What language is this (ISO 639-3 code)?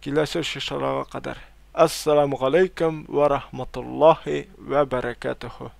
tat